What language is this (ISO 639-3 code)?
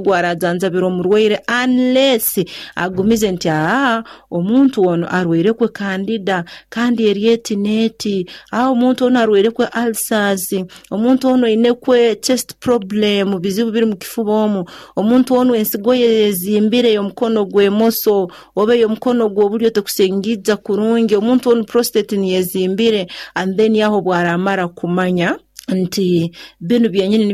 nyo